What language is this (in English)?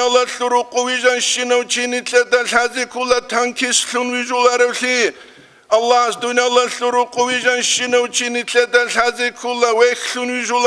Avaric